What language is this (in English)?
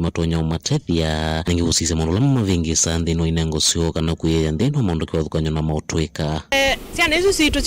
Kamba